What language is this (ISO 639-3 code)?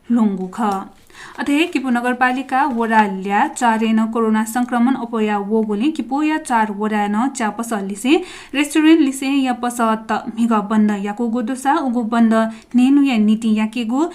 new